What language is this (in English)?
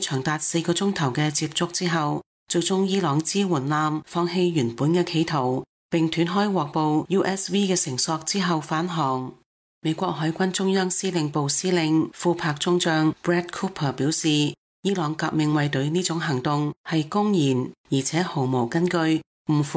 Cantonese